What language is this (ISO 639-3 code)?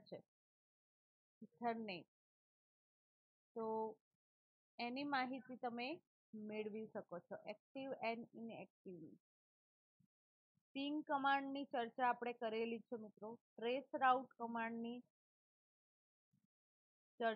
guj